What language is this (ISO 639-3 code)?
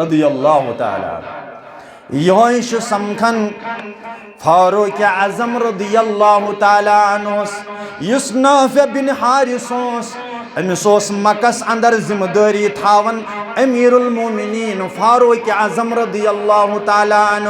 kas